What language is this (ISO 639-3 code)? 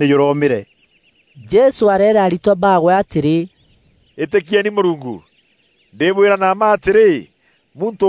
mer